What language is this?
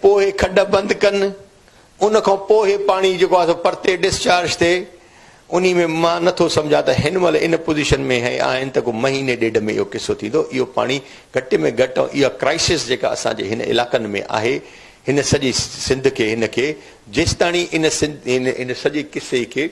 Sindhi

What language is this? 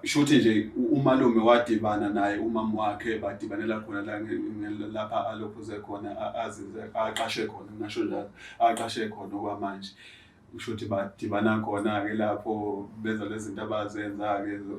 Zulu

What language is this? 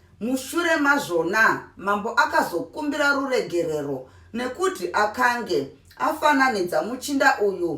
Shona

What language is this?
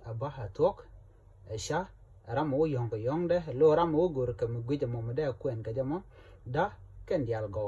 Nuer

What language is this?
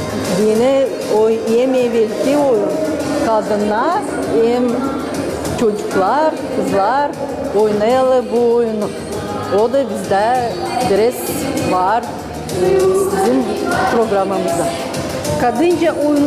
Gagauz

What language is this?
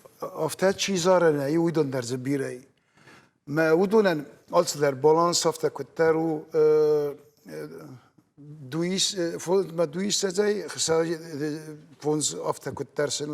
Ossetic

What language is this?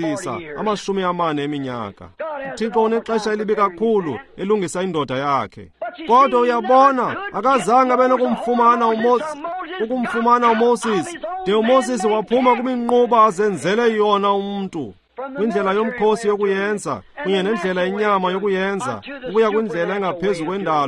Xhosa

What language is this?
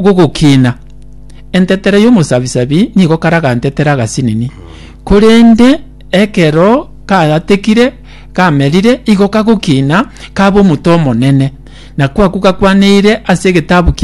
Gusii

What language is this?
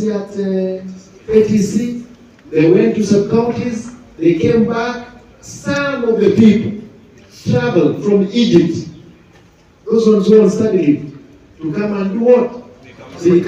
Gusii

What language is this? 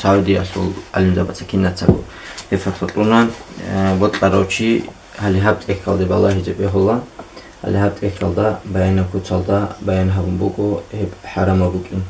Avaric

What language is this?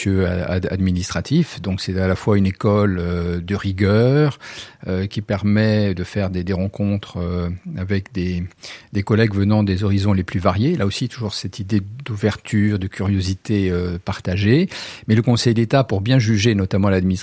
French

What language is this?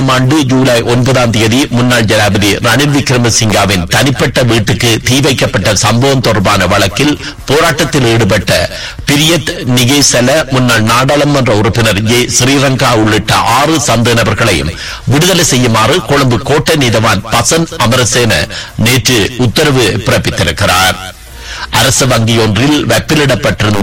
Tamil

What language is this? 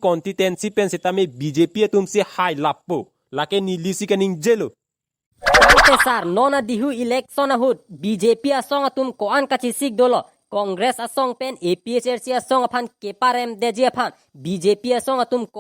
Karbi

